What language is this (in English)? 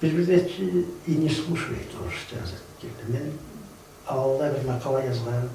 Kumyk